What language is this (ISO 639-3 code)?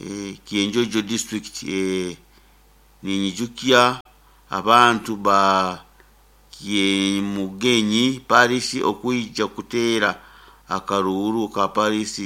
nyo